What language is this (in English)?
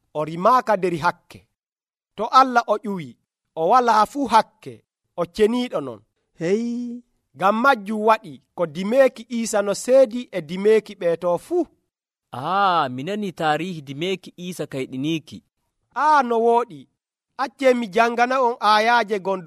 Nigerian Fulfulde